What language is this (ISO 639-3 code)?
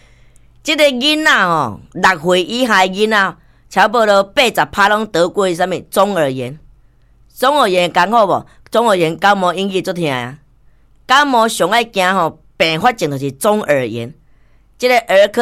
nan